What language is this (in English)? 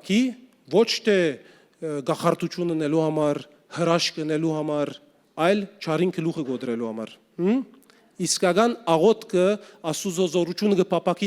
Western Armenian